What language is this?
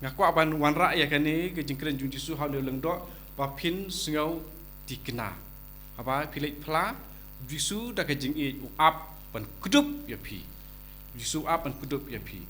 Khasi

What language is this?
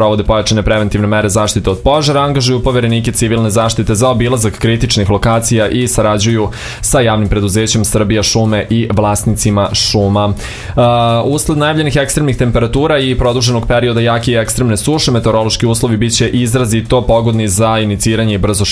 Serbian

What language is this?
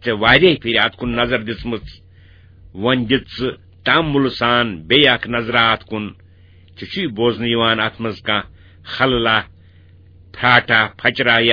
Kashmiri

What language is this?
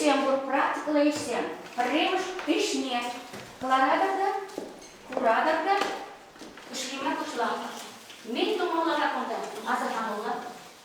Chuvash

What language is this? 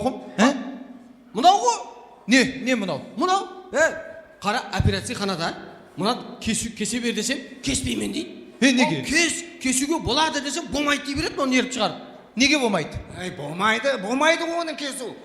Kara-Kalpak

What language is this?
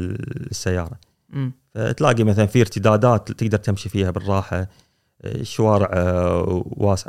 Gulf Arabic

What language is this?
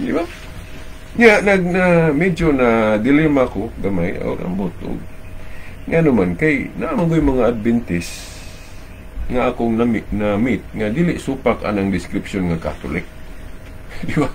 Cebuano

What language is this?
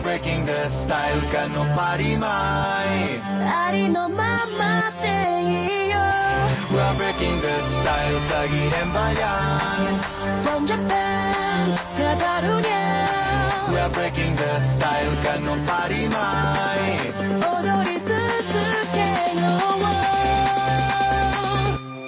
Catalan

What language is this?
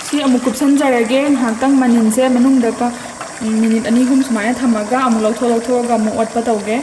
Manipuri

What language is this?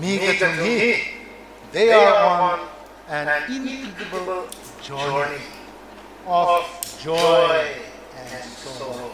Tangkhul Naga (India)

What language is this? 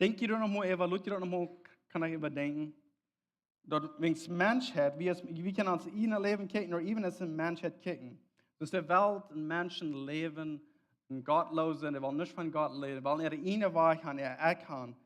Plautdietsch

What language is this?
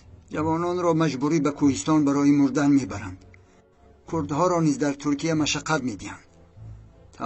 Tajik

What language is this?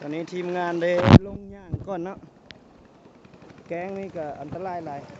Lao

